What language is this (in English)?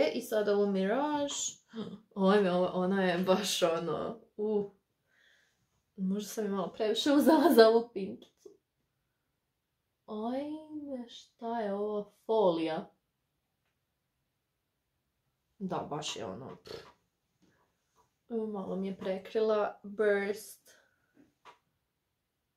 Croatian